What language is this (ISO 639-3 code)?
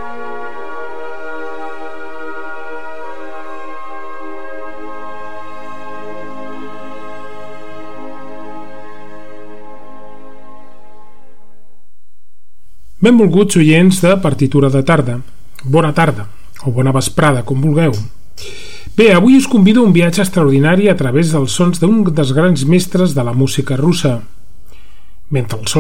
cat